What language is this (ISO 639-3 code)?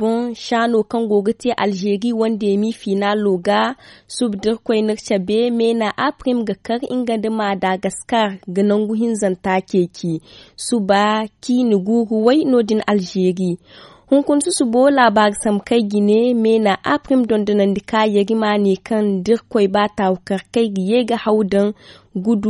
dje